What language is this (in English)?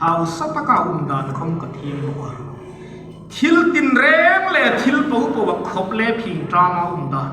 Hmar